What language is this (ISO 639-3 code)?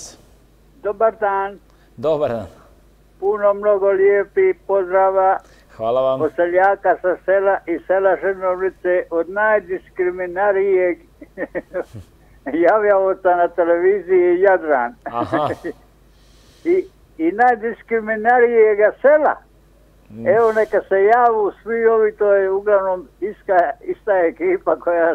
hrv